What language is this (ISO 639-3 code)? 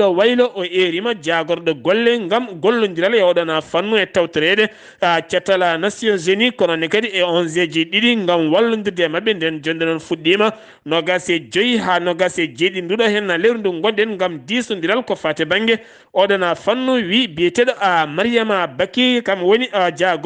ful